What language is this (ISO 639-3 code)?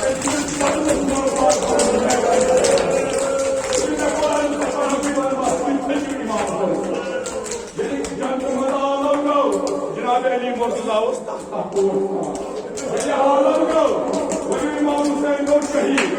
kas